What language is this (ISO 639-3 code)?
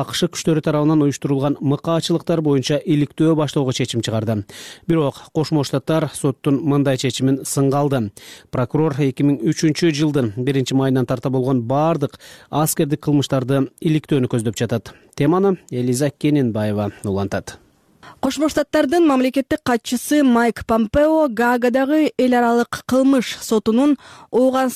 kir